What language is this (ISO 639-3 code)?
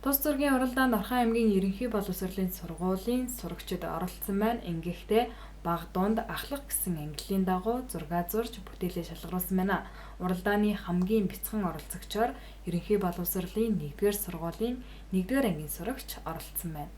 mon